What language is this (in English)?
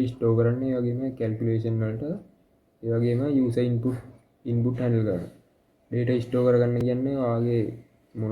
Sinhala